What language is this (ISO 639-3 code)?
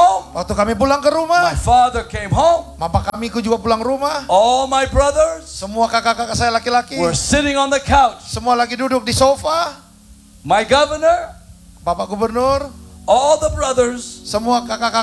ind